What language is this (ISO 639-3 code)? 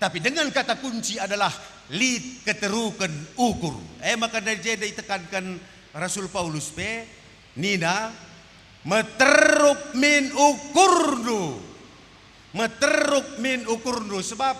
btx